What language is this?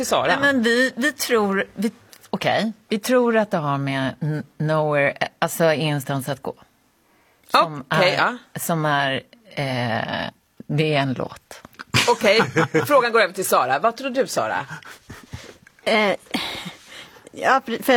Swedish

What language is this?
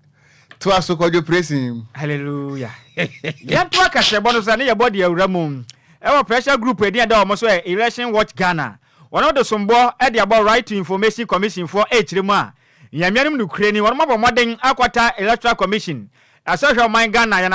Akan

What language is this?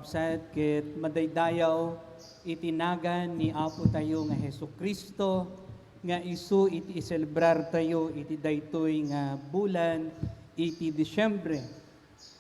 Iloko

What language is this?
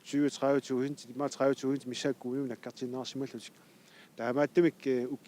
Kalaallisut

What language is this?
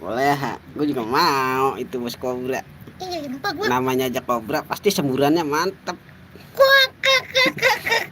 Betawi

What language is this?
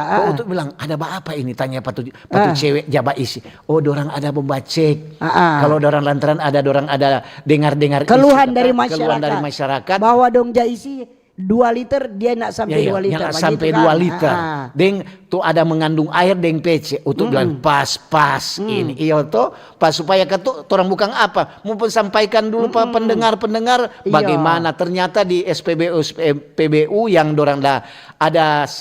Manado Malay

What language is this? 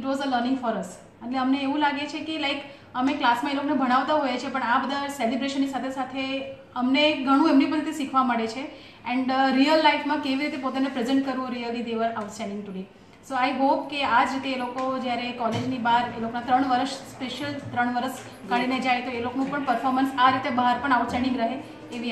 Gujarati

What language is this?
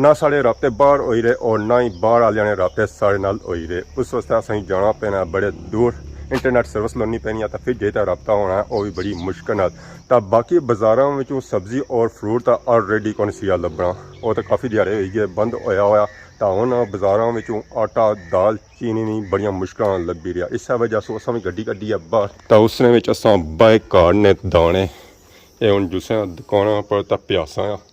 Pahari-Potwari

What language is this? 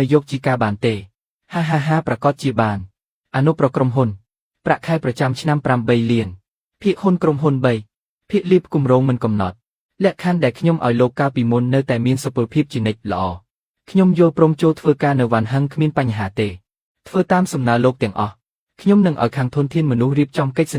Khmer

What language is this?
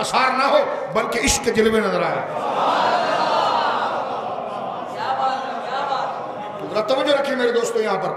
Urdu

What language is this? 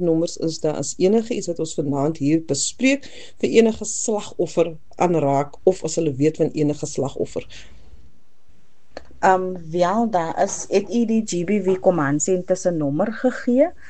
Afrikaans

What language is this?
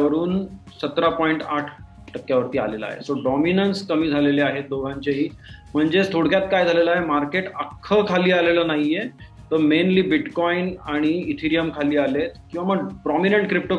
Marathi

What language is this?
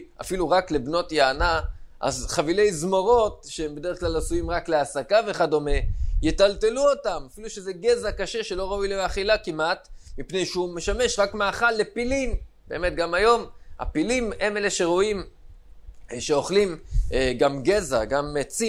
Hebrew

